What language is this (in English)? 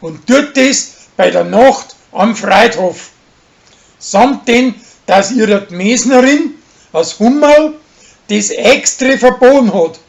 Bavarian